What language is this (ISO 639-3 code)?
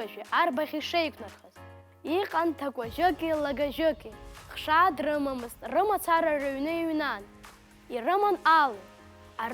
abk